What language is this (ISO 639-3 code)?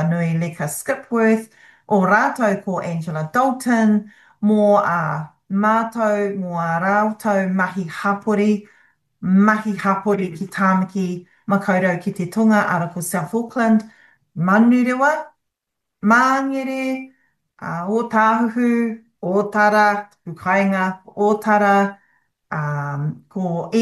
mri